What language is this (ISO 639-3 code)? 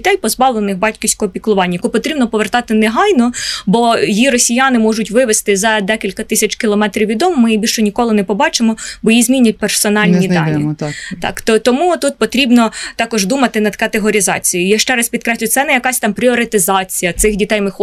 ukr